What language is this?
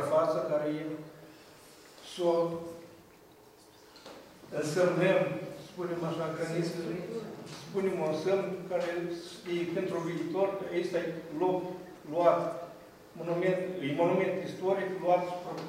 Romanian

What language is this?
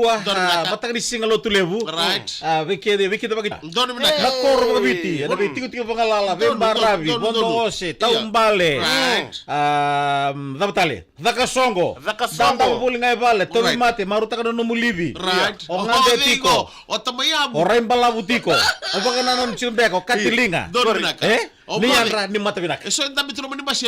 Fijian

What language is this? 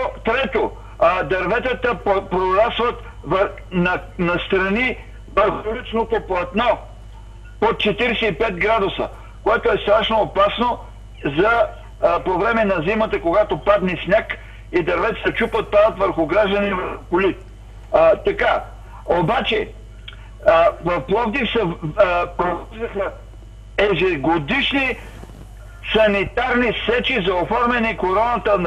Bulgarian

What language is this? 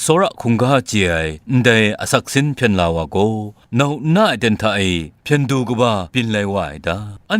Kachin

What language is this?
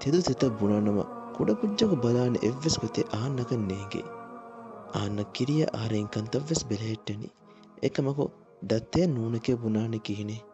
Divehi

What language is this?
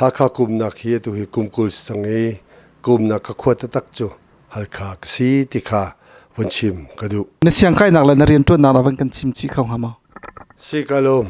Hakha Chin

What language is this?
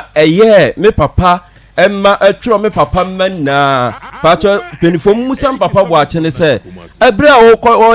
Akan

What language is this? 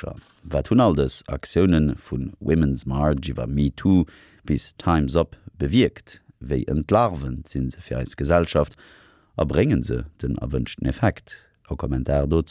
Luxembourgish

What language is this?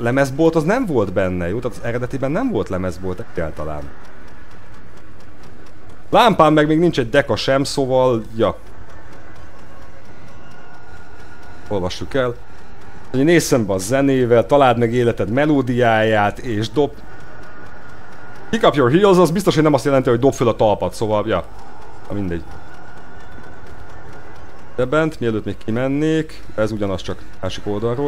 Hungarian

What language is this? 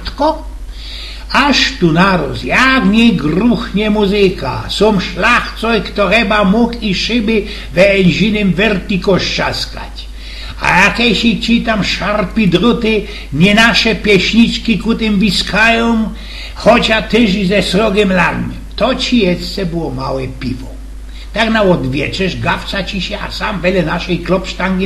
Silesian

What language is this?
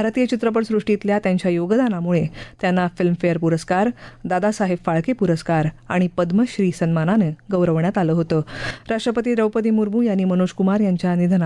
Marathi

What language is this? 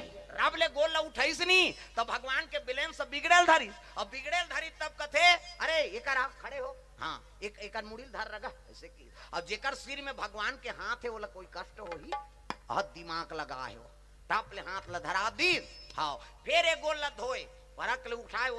Chhattisgarhi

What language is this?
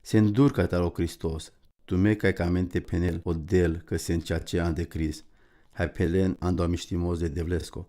Romany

